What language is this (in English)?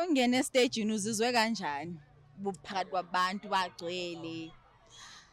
Zulu